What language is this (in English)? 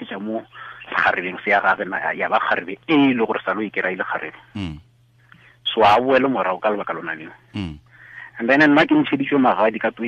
Tswana